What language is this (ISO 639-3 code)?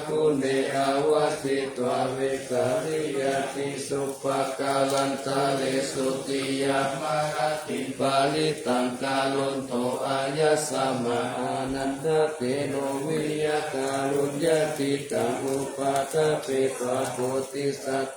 pli